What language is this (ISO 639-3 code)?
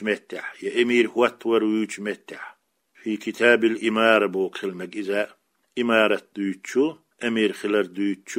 che